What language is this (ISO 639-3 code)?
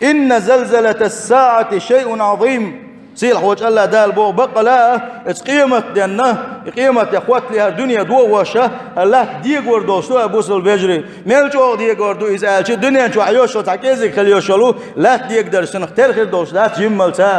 che